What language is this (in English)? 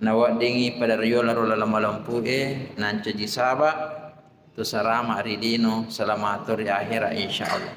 Buginese